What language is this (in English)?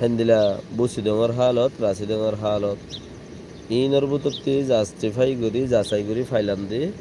Rohingya